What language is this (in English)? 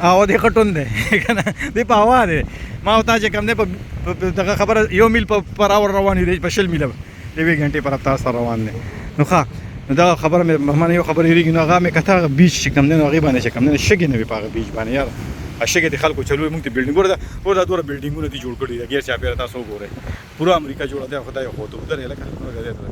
Pashto